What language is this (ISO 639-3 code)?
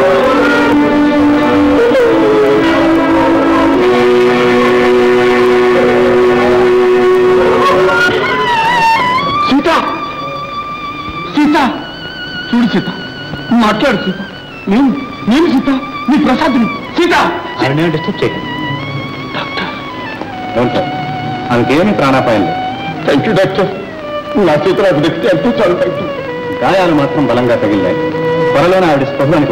tel